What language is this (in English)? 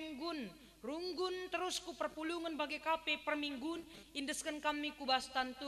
Batak Karo